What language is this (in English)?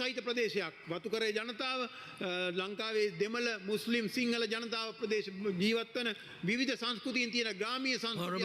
Sinhala